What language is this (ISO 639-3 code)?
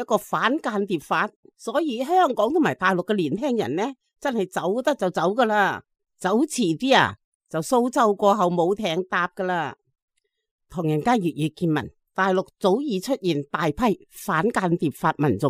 yue